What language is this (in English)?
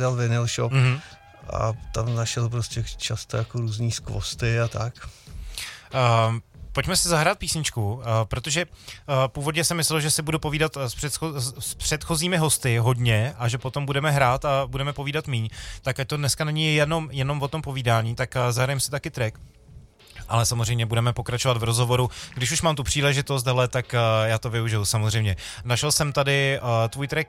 Czech